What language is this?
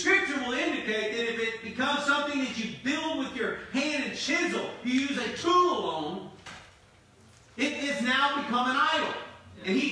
English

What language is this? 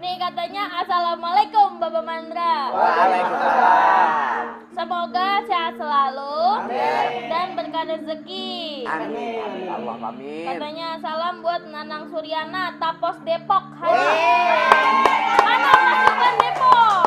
Betawi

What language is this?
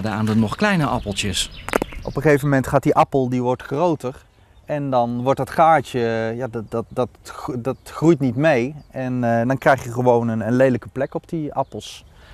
Dutch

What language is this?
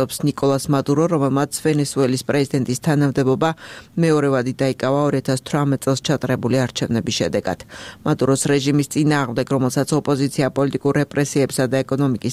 Georgian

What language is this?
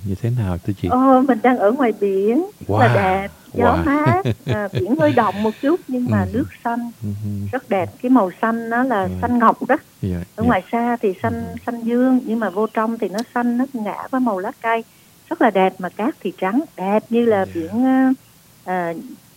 Vietnamese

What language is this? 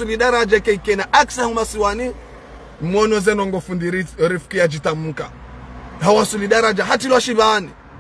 Ngazidja Comorian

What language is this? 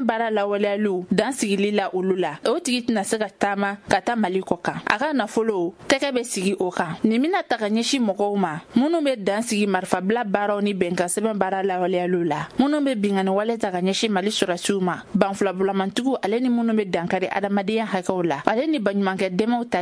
Bambara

